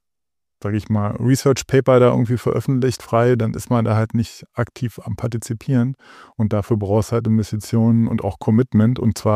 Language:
German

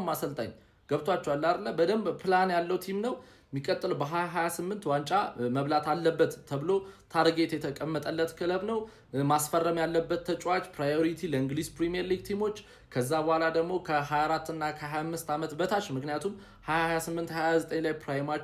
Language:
Amharic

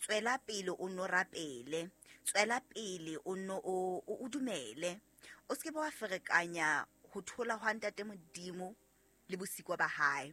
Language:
Southern Sotho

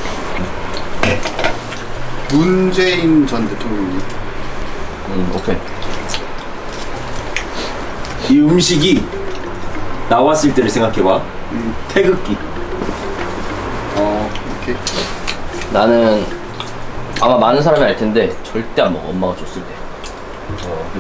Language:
Korean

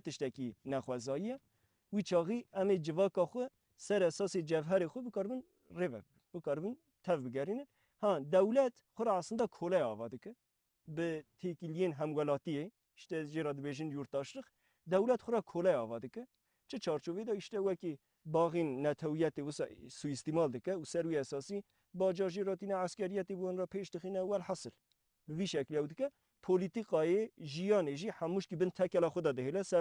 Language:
Kurdish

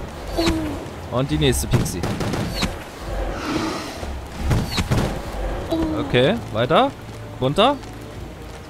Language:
German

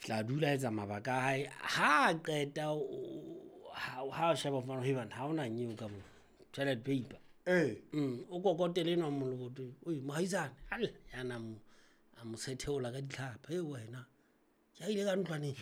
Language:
Southern Sotho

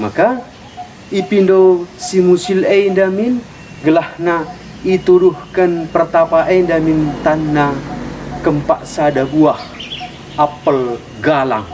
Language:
Batak Karo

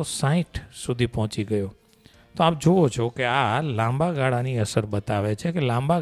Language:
Gujarati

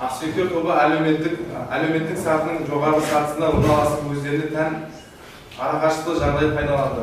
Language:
Kazakh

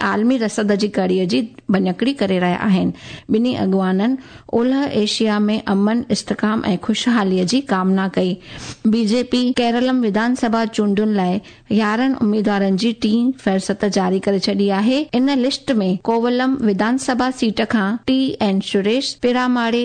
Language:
Sindhi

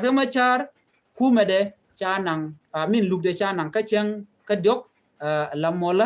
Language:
Nuer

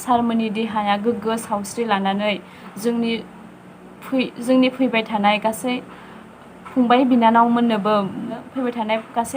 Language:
Bodo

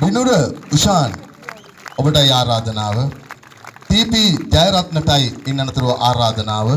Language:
Sinhala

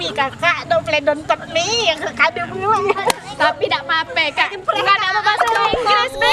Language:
Musi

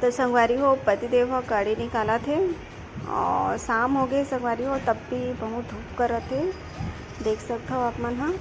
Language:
Chhattisgarhi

